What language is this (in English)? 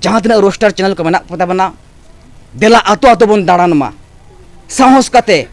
Santali